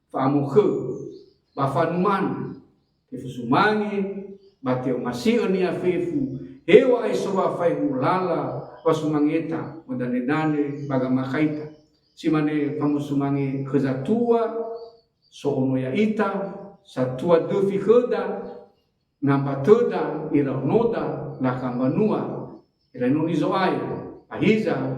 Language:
Nias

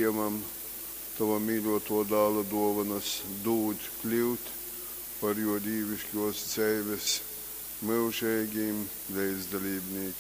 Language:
Latgalian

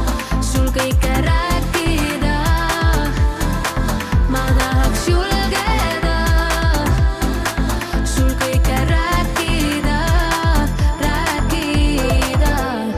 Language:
Estonian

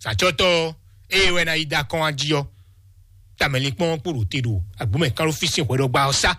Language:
Fon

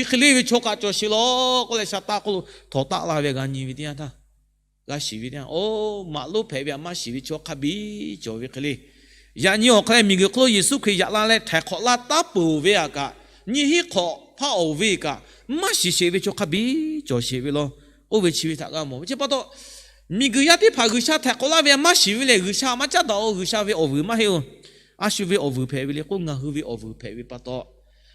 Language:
Lahu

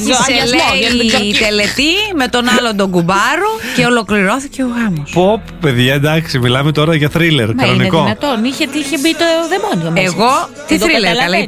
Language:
Greek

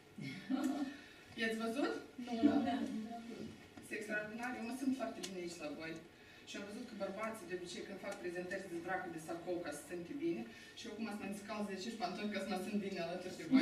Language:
Romanian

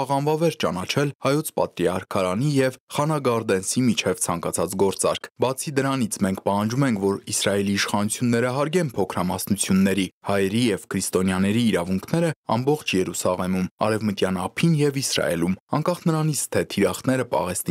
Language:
Armenian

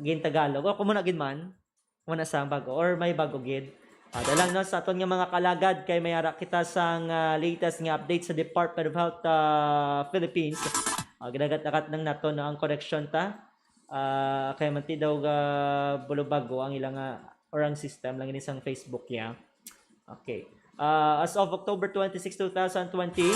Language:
Hiligaynon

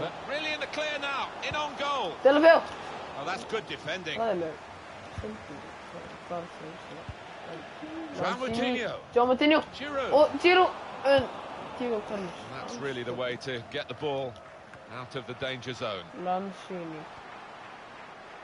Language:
Icelandic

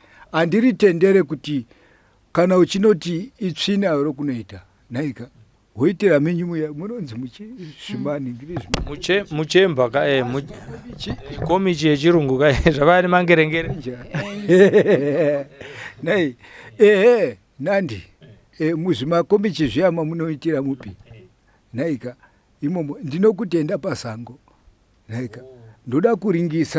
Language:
Shona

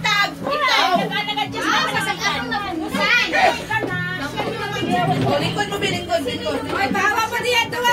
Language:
Filipino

